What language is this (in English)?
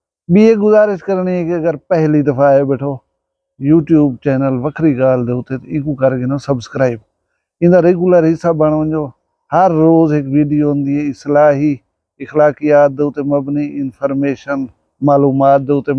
Saraiki